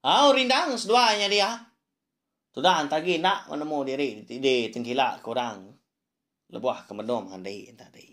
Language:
Iban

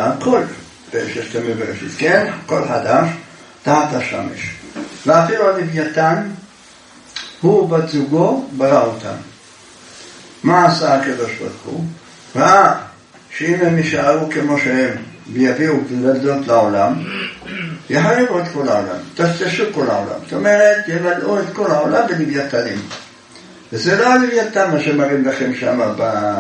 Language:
Hebrew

